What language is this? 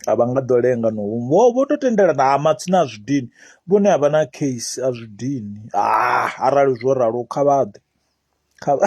Venda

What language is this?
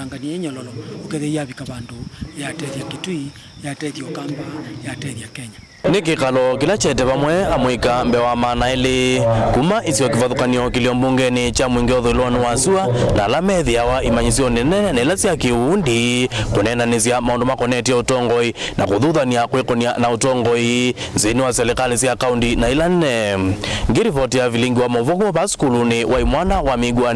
Kamba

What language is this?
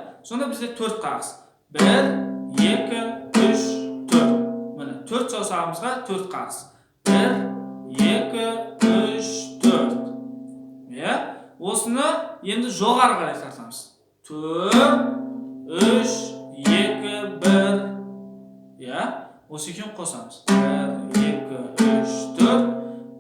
Kazakh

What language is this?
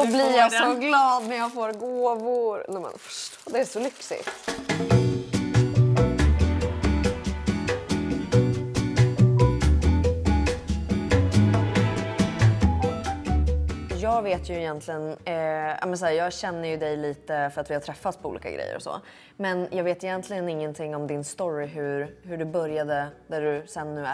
Swedish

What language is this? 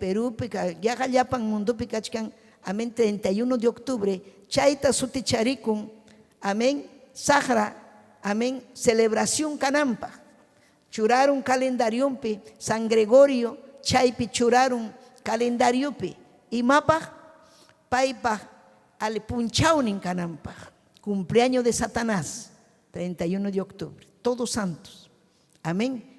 Ayacucho Quechua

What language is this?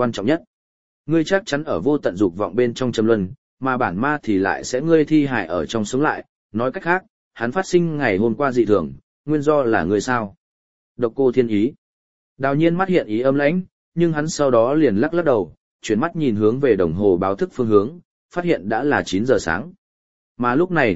Vietnamese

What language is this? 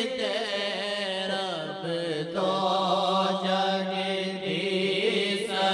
Urdu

